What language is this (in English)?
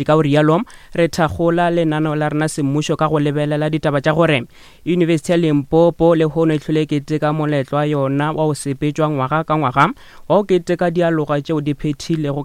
Northern Sotho